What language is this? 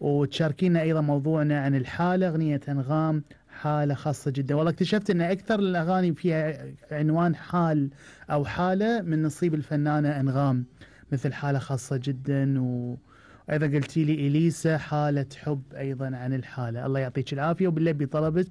Gulf Arabic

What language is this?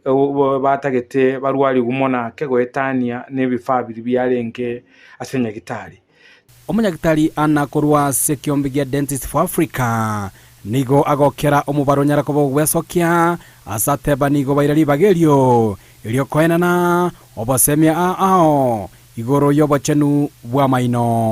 Gusii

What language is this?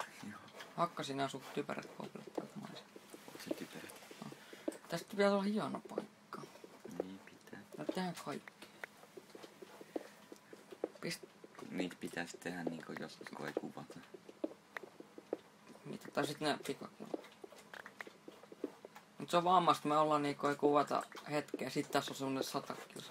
Finnish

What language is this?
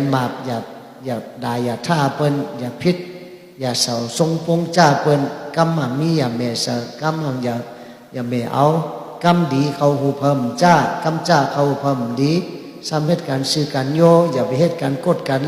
Shan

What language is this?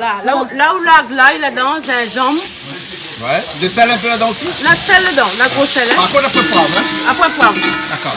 Réunion Creole French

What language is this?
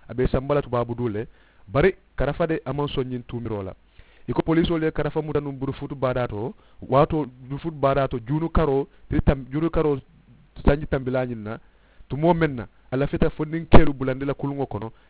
Mandingo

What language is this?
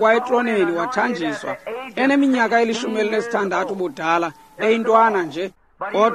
Xhosa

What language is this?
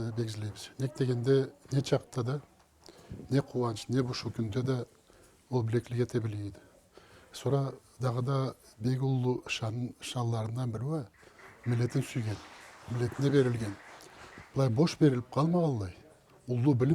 Karachay-Balkar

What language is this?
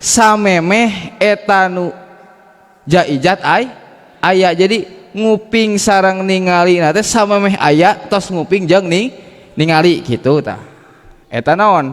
Sundanese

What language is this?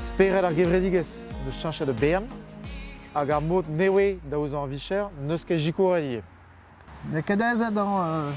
Breton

